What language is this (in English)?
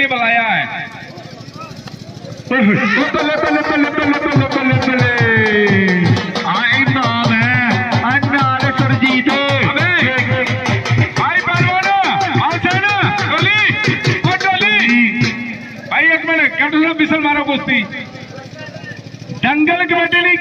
Punjabi